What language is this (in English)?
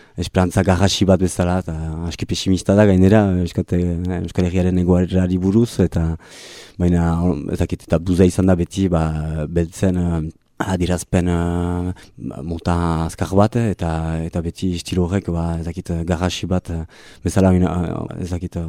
Basque